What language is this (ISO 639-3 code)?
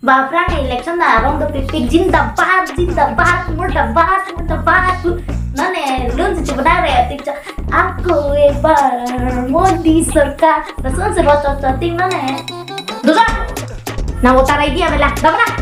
mjw